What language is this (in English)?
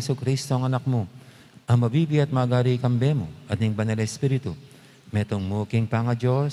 Pampanga